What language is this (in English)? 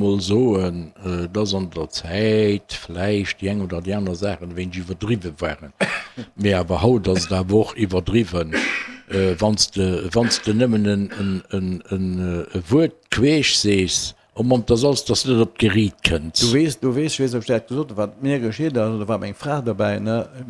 Luxembourgish